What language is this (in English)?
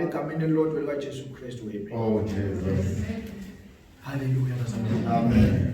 Zulu